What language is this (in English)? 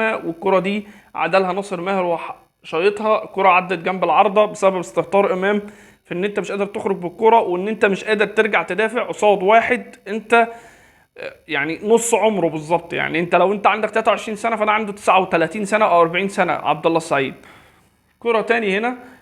Egyptian Arabic